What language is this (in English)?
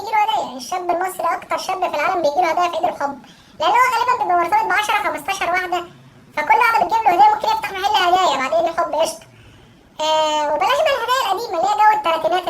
Egyptian Arabic